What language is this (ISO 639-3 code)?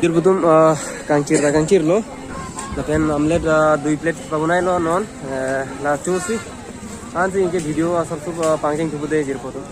mjw